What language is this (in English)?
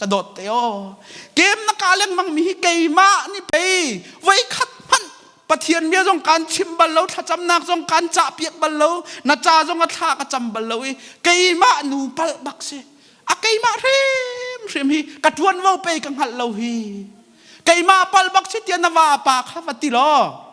Hakha Chin